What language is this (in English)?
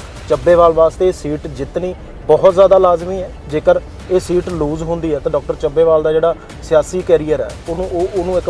Punjabi